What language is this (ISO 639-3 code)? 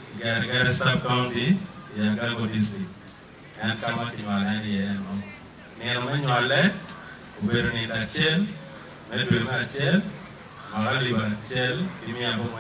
ach